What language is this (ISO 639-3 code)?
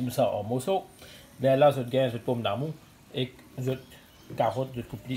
mfe